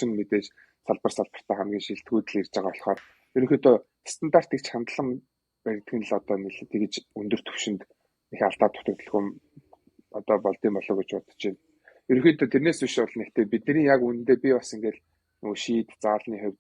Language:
Mongolian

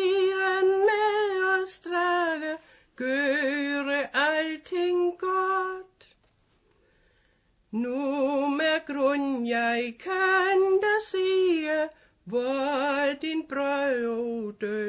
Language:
Danish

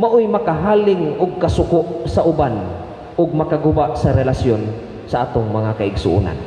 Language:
Cebuano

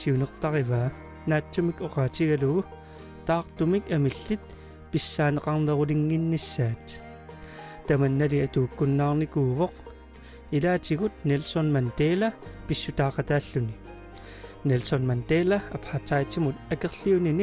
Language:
Kalaallisut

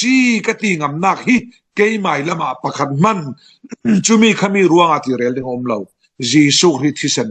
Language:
Falam Chin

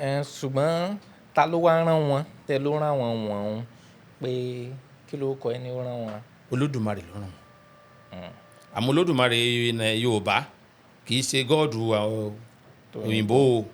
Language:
Yoruba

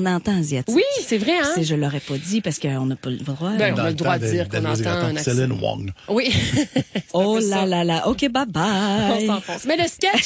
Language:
French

